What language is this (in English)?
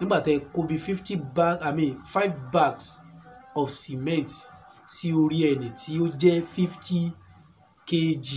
Yoruba